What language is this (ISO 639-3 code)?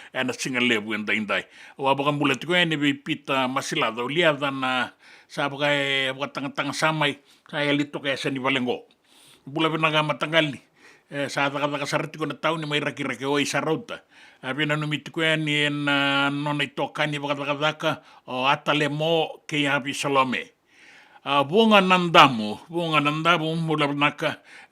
fij